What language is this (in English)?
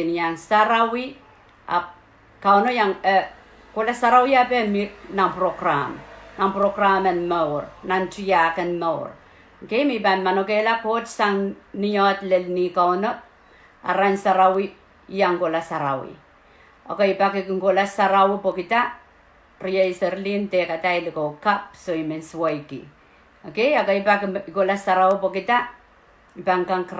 Pohnpeian